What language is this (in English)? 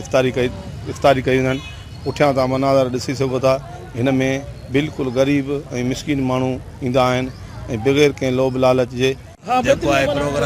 Sindhi